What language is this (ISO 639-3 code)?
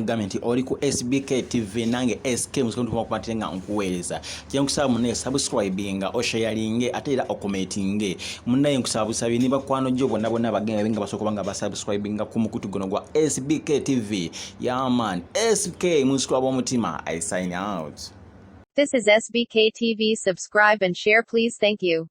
lug